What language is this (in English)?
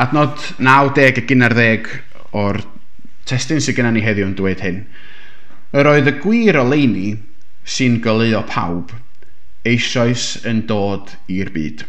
Welsh